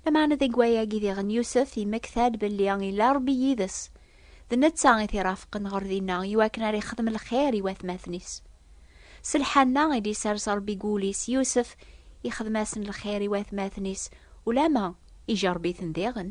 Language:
Kabyle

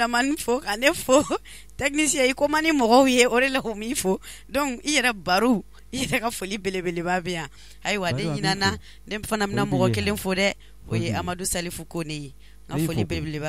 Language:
Bambara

